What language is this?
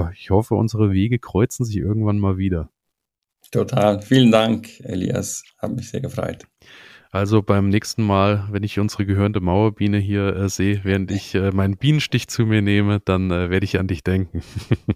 German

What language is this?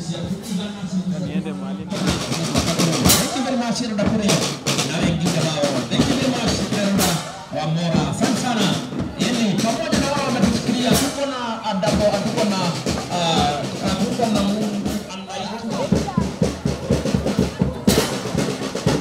Swahili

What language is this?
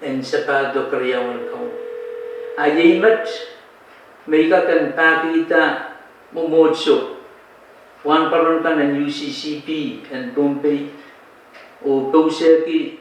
Pohnpeian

